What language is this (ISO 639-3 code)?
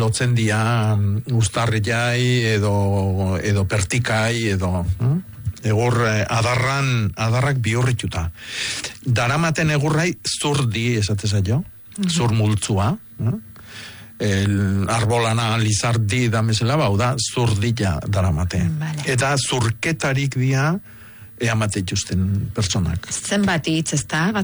eus